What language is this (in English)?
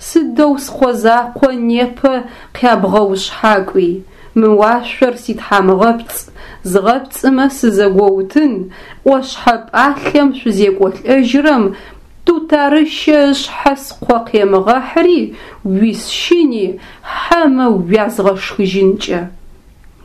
Adyghe